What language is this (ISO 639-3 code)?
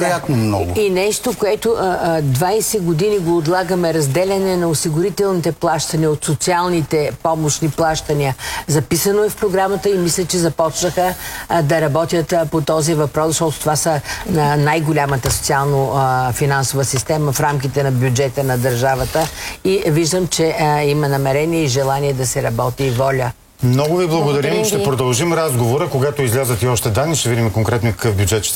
bul